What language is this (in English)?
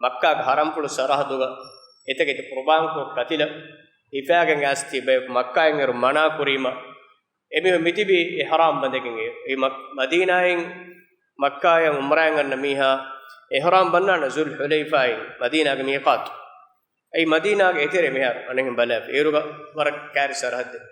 Divehi